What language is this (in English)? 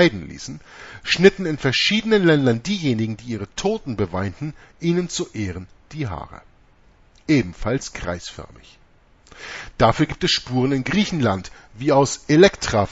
German